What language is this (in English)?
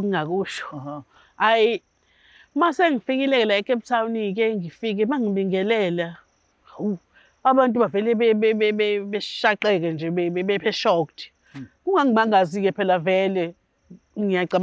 Zulu